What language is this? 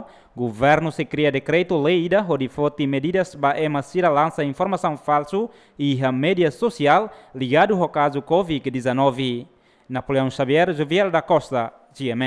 Tetum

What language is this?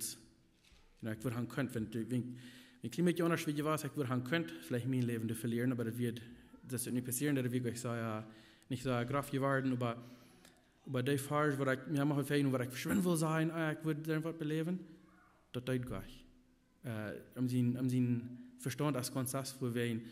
Plautdietsch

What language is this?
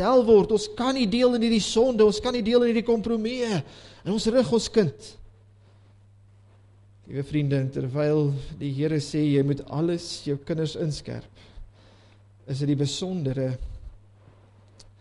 Afrikaans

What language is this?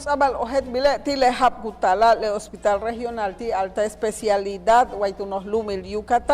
Yucateco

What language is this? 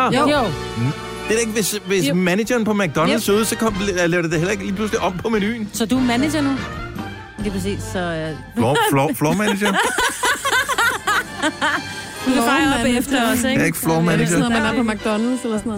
Danish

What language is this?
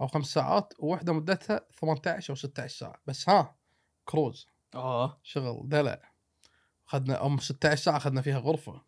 Gulf Arabic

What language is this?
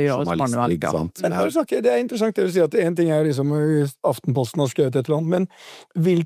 Norwegian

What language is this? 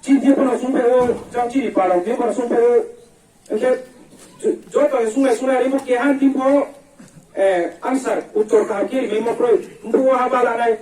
Riang (India)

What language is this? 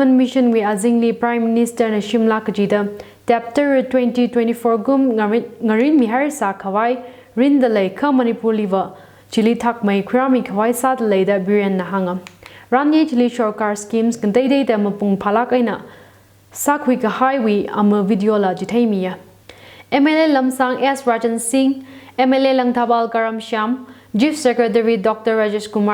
Tangkhul Naga (India)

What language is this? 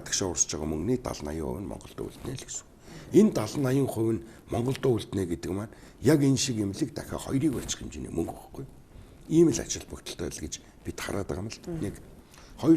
Mongolian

